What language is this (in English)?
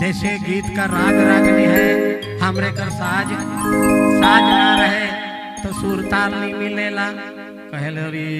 Sadri